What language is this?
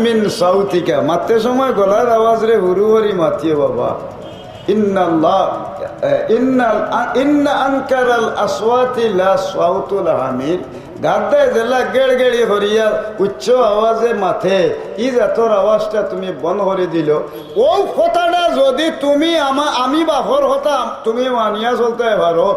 Sylheti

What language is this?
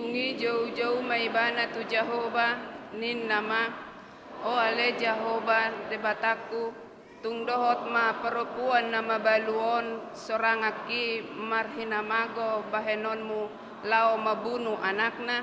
Batak Toba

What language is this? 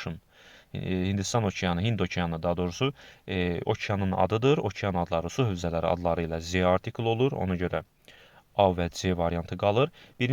Azerbaijani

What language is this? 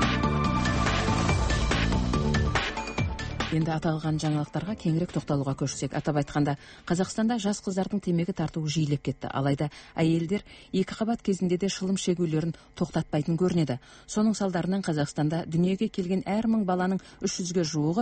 Kazakh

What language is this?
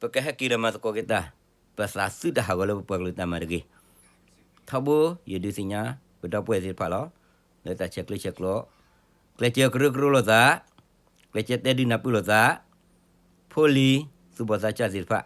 S'gaw Karen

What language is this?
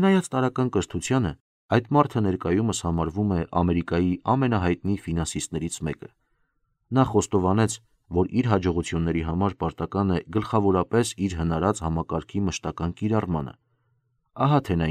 Armenian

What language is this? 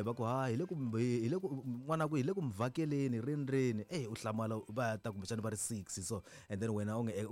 Tsonga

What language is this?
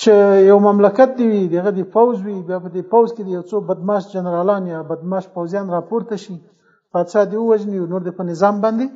Pashto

